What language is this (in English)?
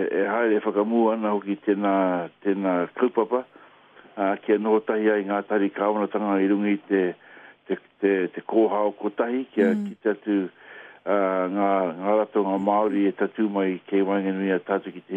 Māori